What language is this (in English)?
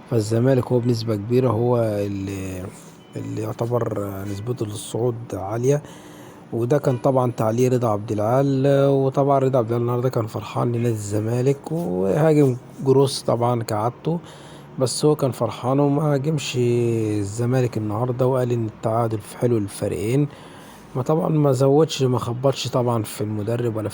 Egyptian Arabic